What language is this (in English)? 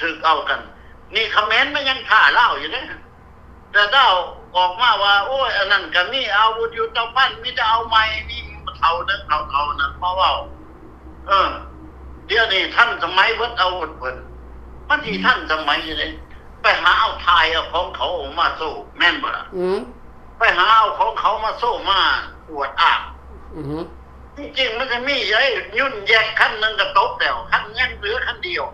Lao